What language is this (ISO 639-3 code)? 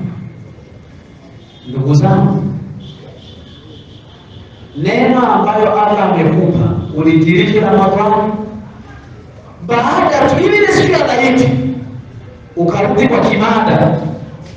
swa